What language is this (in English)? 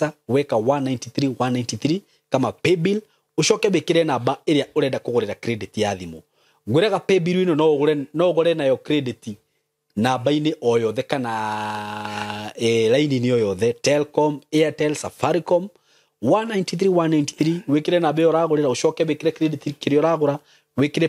Kikuyu